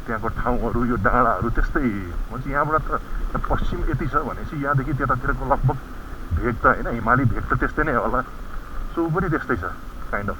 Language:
Nepali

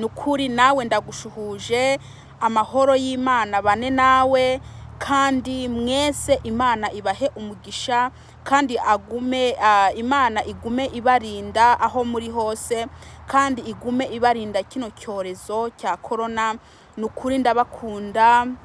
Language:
Kinyarwanda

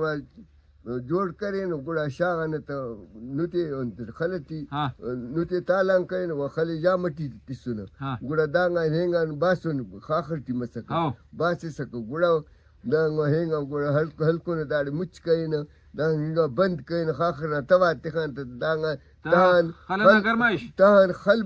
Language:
Brahui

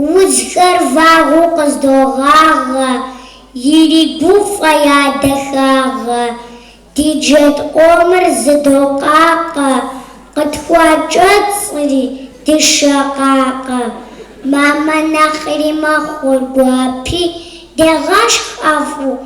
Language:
Kabardian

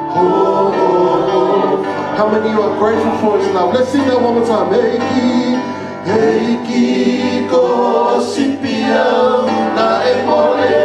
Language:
Tongan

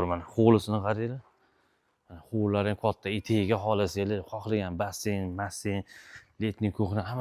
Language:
Uzbek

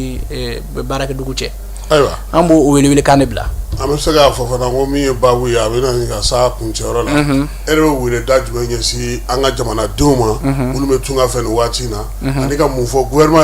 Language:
Bambara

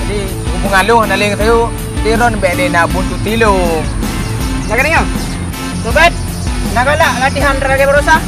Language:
Achinese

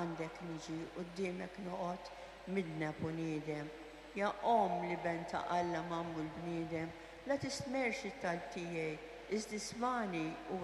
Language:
Maltese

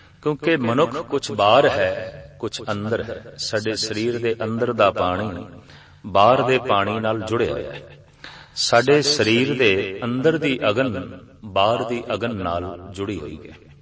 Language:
Punjabi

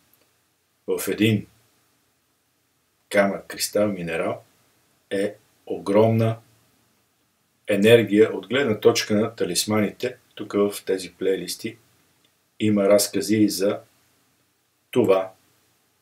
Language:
Bulgarian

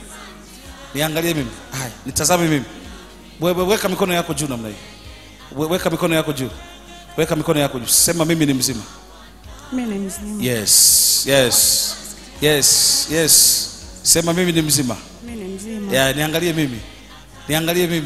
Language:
Swahili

